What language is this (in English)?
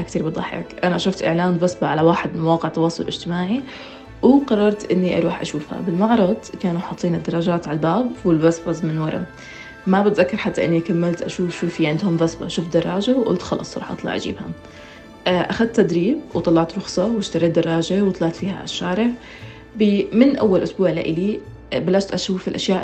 North Levantine Arabic